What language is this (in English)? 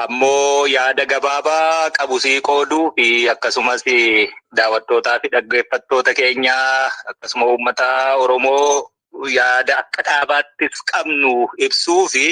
Oromo